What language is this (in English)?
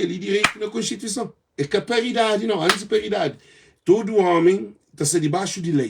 Kabuverdianu